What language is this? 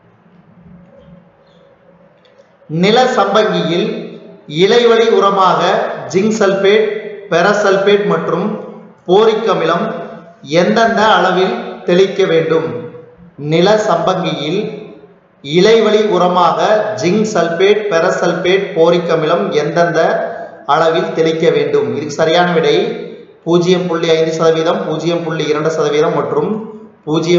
Tamil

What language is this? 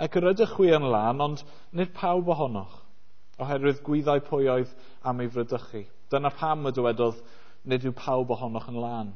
Welsh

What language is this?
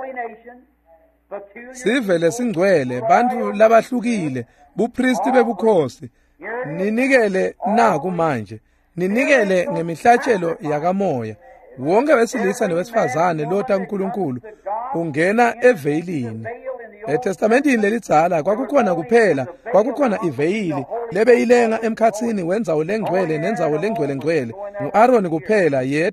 Swati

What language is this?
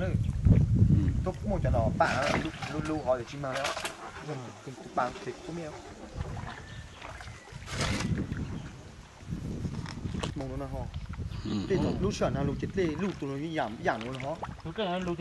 Vietnamese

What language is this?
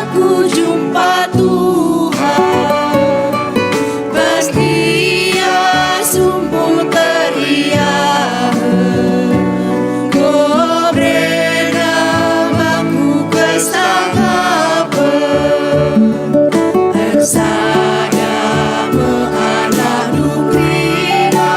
Batak Karo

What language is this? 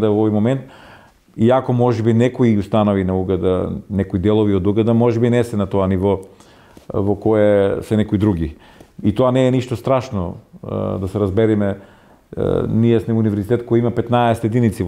Macedonian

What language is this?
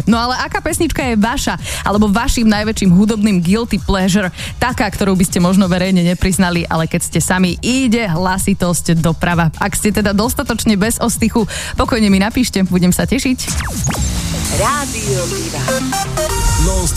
Slovak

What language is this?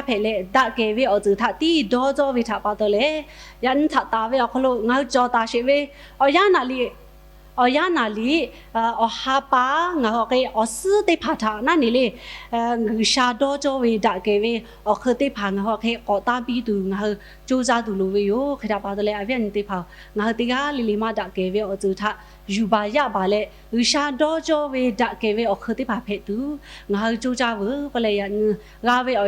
Lahu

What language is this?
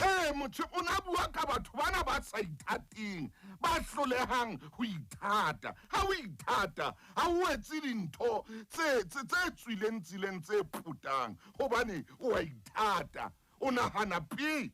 Southern Sotho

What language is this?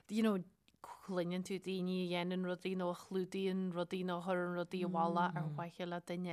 Irish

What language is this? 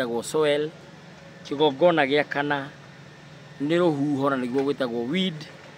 Kikuyu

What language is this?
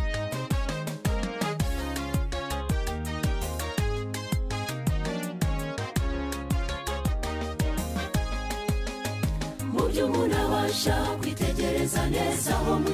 Kinyarwanda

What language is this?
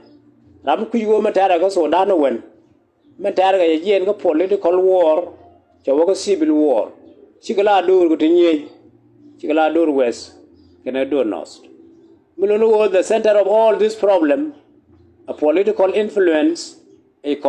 Nuer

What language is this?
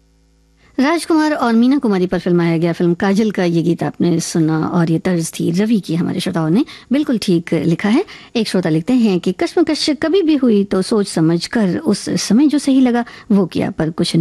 Hindi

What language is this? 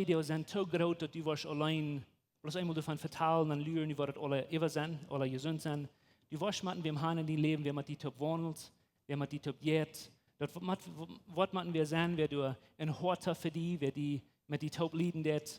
Plautdietsch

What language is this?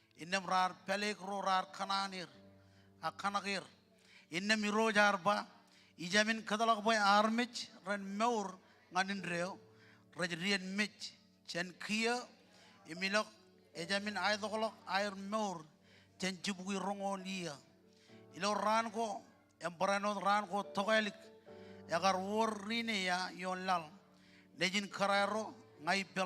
Marshallese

